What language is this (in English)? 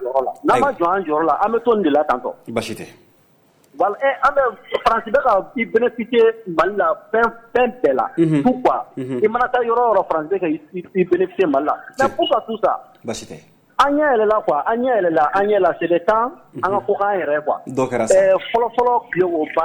Bambara